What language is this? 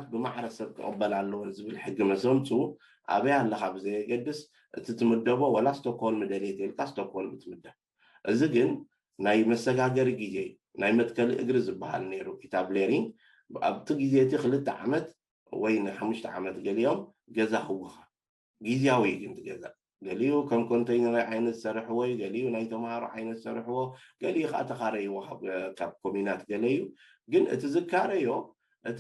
Tigrinya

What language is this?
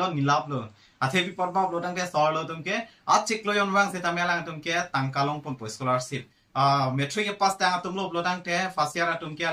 Karbi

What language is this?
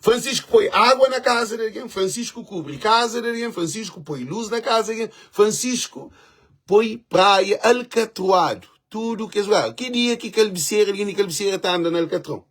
Kabuverdianu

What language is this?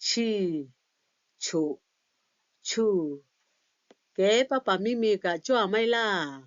Lahu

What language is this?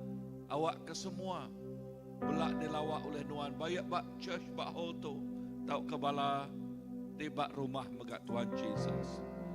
Iban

